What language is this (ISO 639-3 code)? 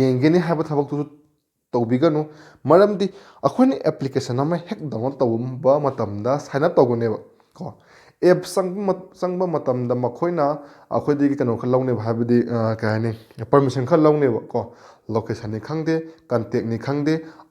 mni